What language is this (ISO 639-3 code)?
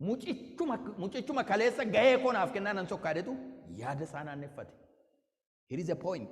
orm